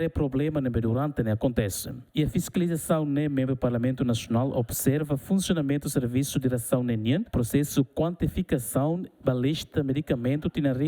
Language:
Tetum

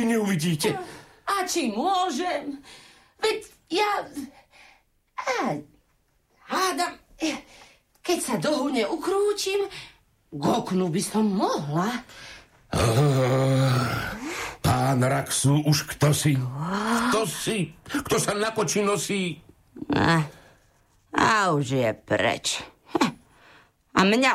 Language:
Slovak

